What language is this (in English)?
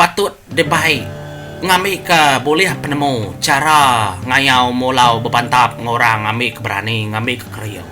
Iban